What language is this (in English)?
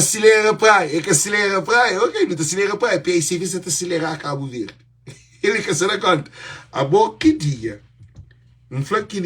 Kabuverdianu